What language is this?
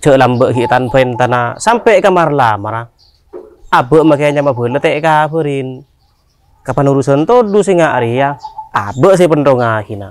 Madurese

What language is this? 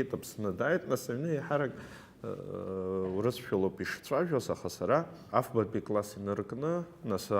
Abkhazian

